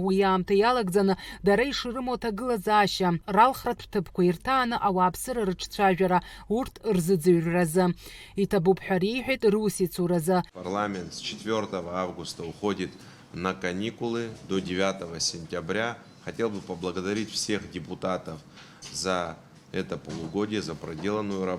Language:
Abkhazian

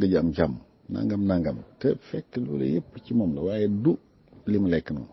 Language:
Wolof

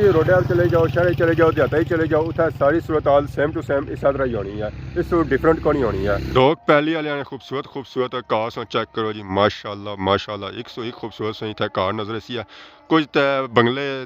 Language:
Pahari-Potwari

